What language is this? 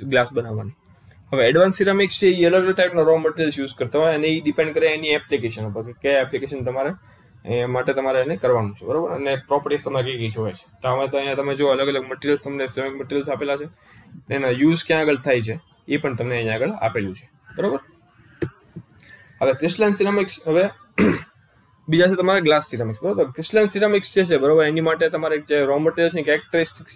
Gujarati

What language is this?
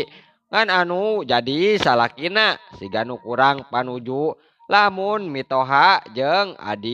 Sundanese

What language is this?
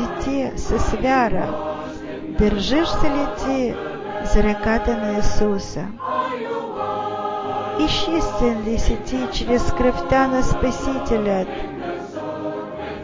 Bulgarian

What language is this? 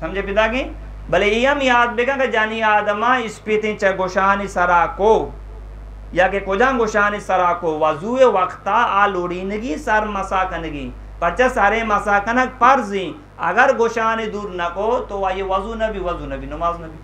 Eastern Balochi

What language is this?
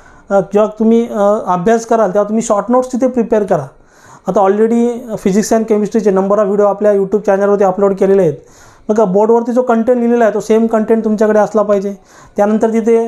Marathi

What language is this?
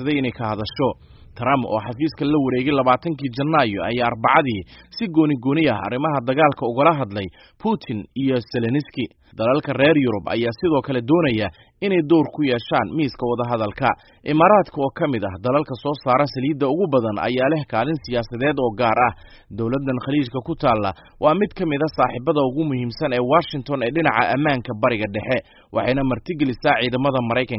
Somali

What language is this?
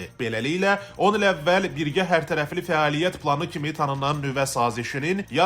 Azerbaijani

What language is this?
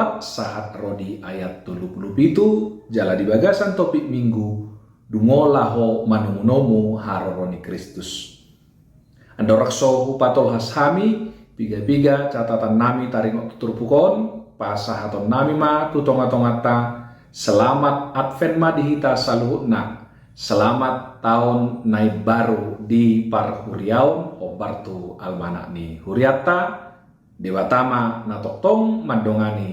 Batak Toba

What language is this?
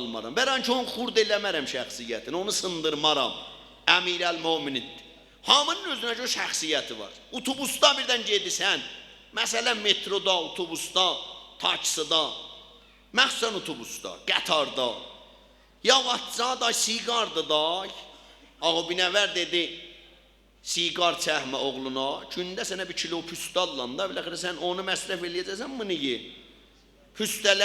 South Azerbaijani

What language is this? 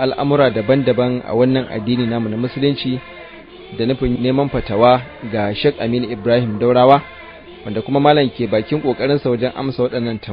Hausa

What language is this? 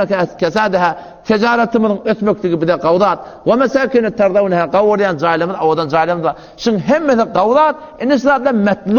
Turkmen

